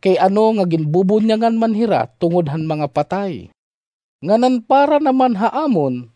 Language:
Waray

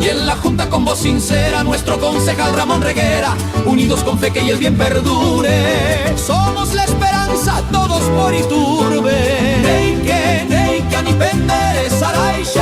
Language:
Guarani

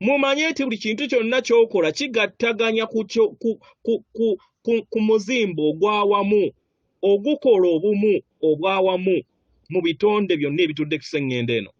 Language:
Ganda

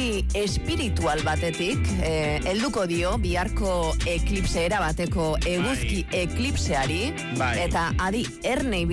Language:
Basque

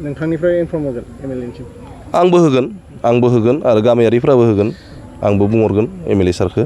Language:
Bodo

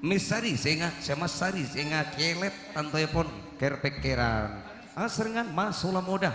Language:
Madurese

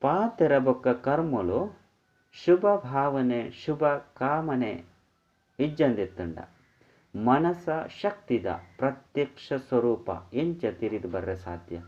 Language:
Tulu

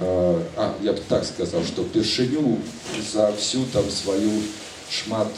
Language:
Belarusian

